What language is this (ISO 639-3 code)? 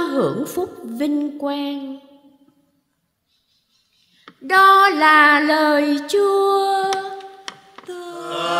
vie